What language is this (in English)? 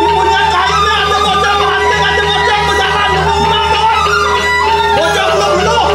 Balinese